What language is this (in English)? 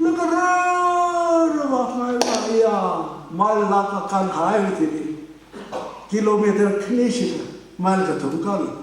Tangkhul Naga (India)